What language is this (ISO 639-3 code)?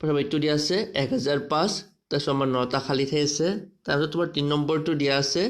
asm